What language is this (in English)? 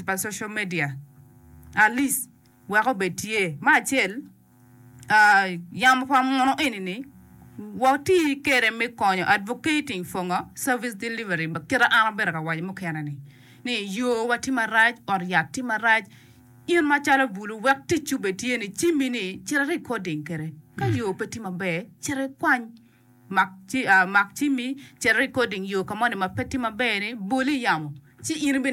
Acoli